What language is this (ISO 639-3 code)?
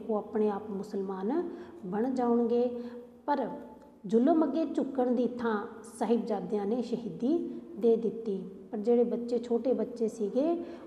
pan